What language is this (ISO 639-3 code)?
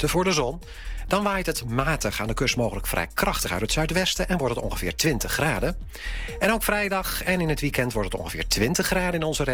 nld